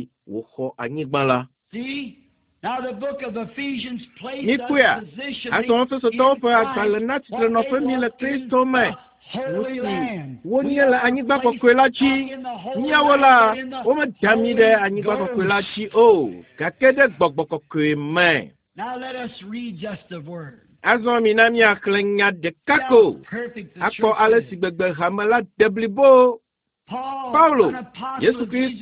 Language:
Ewe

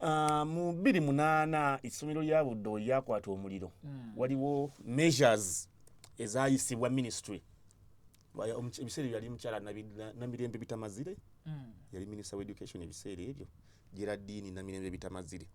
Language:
Ganda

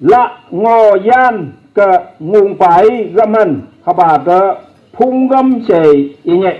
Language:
Phom Naga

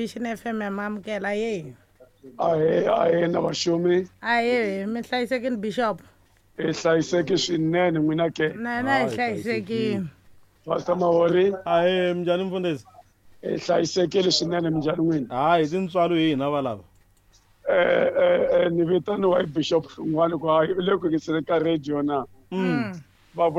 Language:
Tsonga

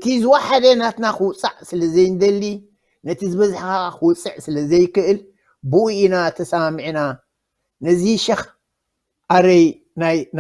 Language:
Tigrinya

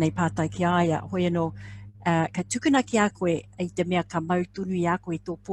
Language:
Māori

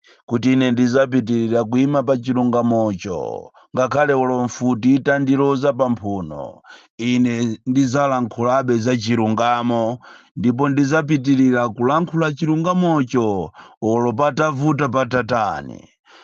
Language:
Nyanja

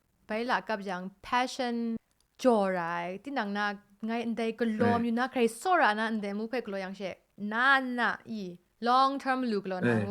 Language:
Kachin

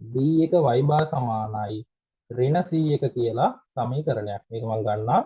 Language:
Sinhala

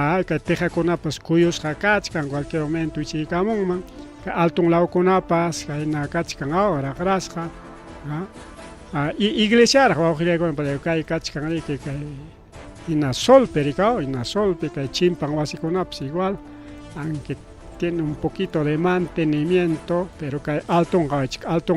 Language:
Ayacucho Quechua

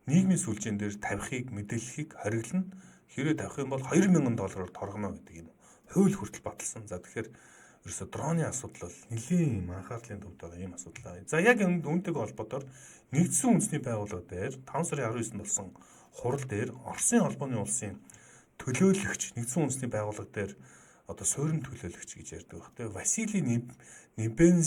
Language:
Mongolian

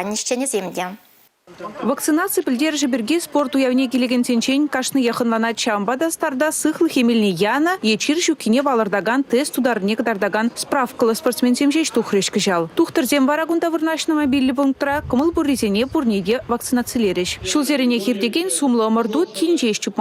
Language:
Chuvash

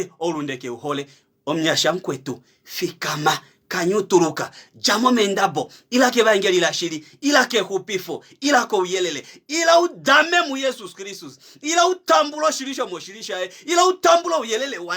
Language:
Kuanyama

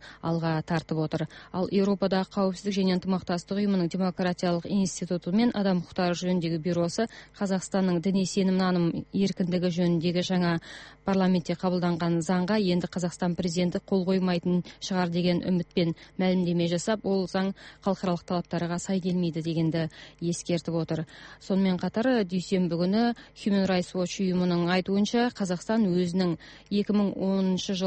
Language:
Kazakh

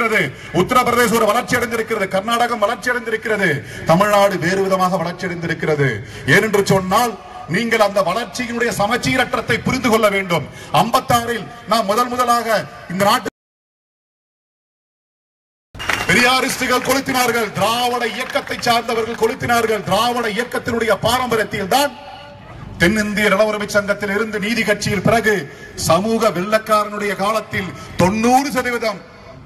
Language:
Tamil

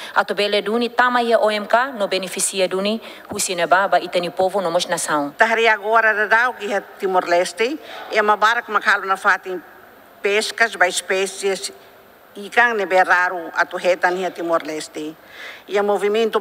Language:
Tetum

